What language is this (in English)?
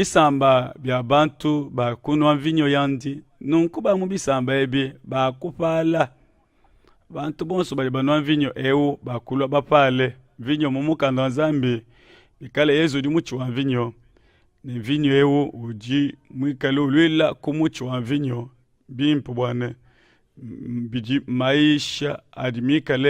Luba-Lulua